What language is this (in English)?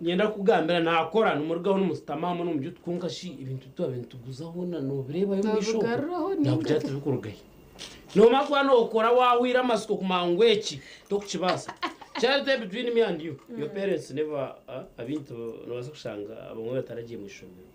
Nyankole